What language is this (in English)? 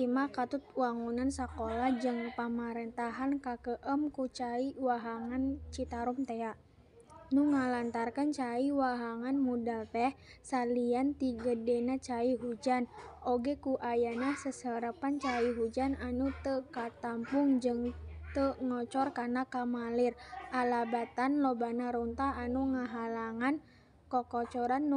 Sundanese